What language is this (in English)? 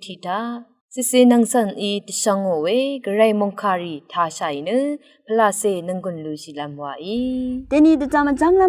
Rawang